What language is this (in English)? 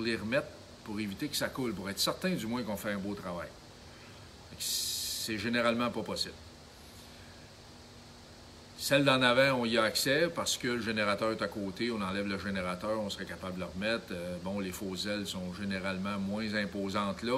French